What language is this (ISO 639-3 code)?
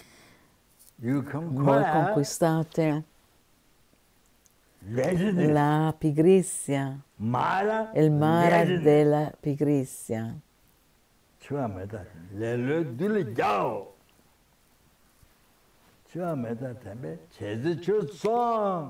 ita